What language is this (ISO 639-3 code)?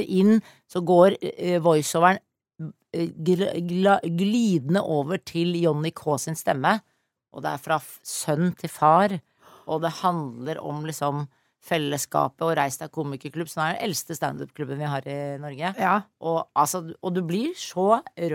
nor